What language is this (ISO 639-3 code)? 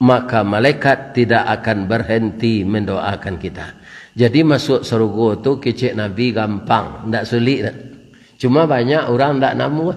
min